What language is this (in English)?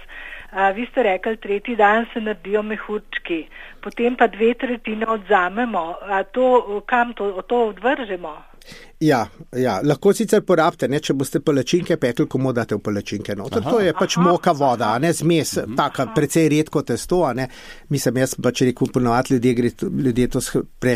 Slovenian